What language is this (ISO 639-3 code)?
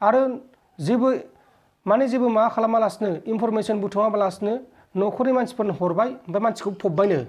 brx